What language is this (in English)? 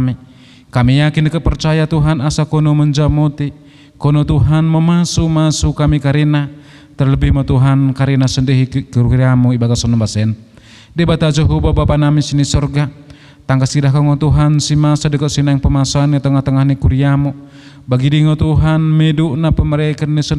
Batak Dairi